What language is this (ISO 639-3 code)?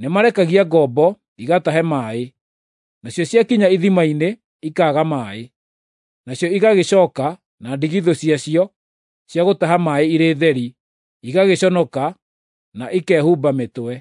kik